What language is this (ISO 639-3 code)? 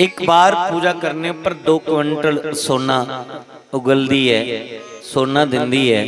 doi